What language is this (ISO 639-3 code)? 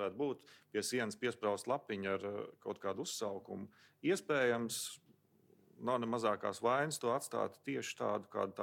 lav